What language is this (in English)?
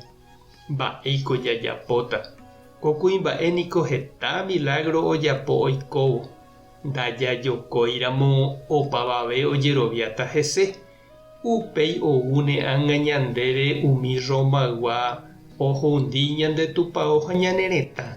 Guarani